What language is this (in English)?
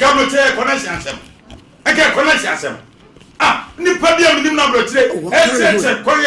Akan